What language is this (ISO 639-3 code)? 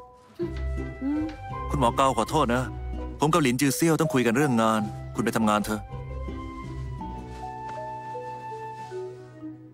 tha